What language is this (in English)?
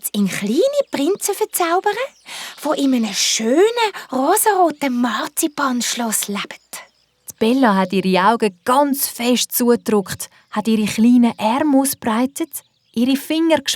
Swiss German